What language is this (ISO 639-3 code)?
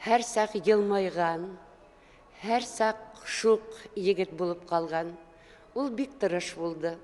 bak